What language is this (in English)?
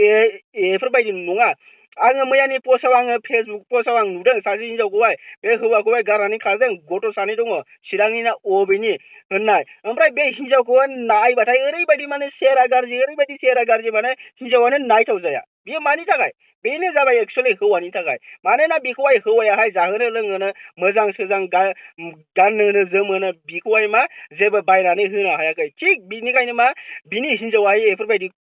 Bodo